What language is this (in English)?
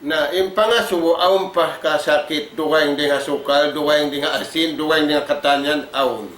Tausug